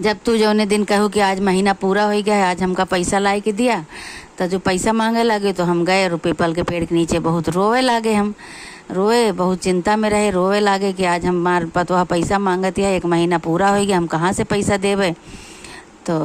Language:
Awadhi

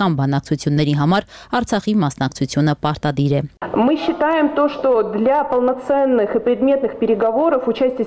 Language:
Armenian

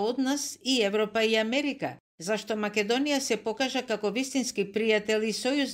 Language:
Macedonian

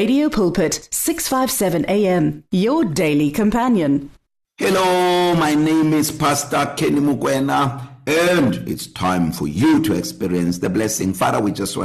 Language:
English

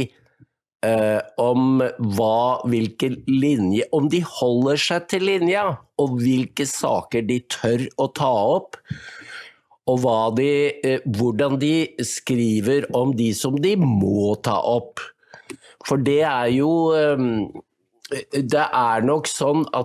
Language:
Norwegian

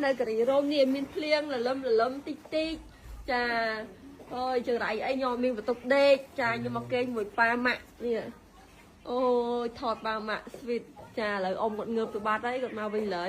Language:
Khmer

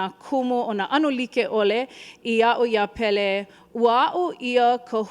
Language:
Hawaiian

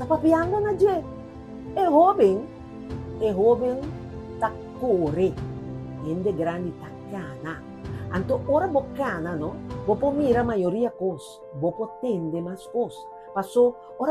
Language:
Papiamento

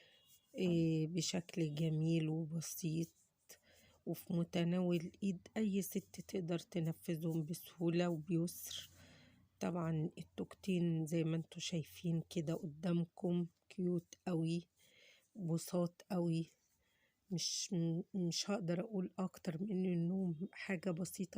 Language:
Egyptian Arabic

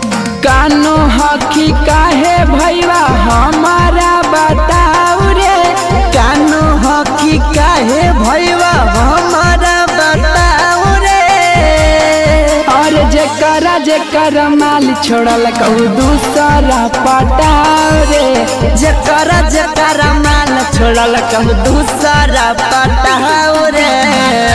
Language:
Magahi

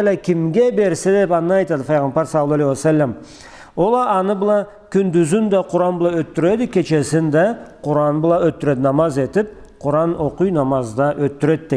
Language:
Karachay-Balkar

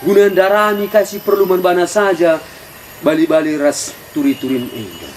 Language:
Batak Karo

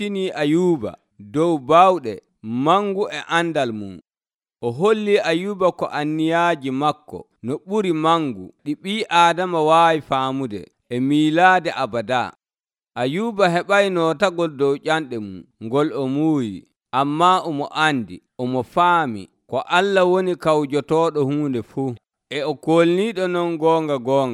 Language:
Nigerian Fulfulde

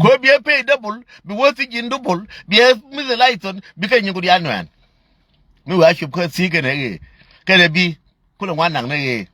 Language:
Nuer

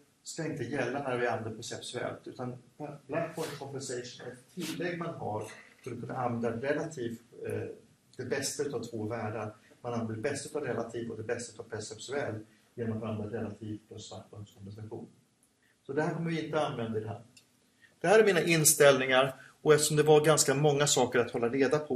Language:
Swedish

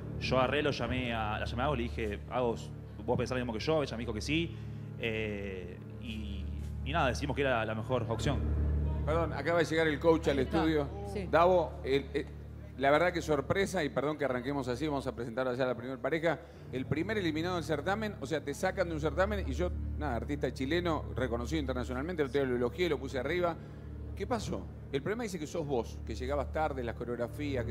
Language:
Spanish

